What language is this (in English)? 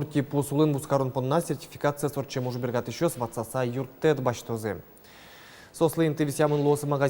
Udmurt